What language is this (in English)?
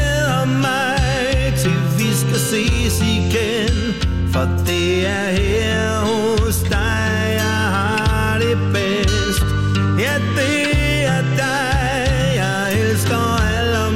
Danish